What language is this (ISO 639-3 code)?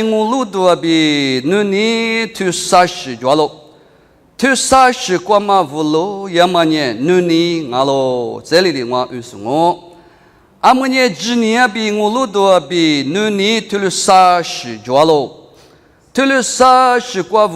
lis